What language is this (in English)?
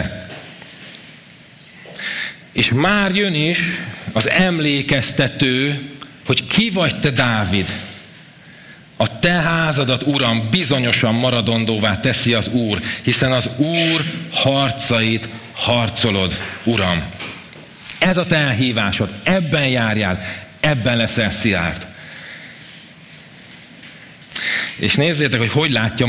Hungarian